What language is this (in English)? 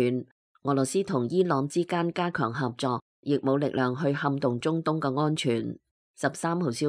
Cantonese